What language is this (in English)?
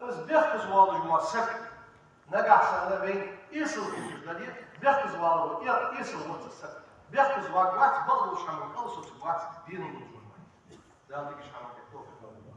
Ingush